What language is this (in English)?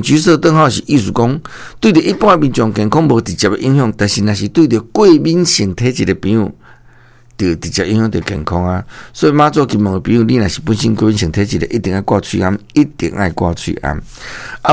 Min Nan Chinese